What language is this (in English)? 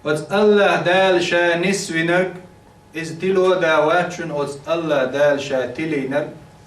Chechen